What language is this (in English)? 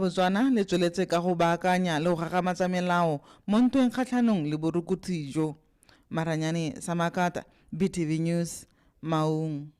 Tswana